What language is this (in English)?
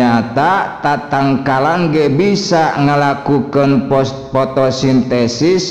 Sundanese